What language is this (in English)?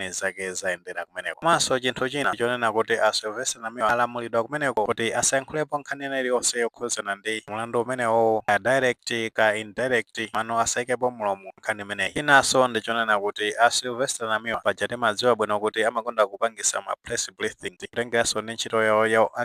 Nyanja